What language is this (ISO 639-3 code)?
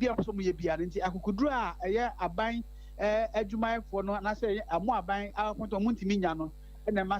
aka